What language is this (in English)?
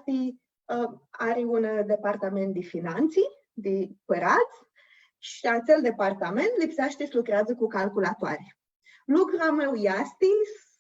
Aromanian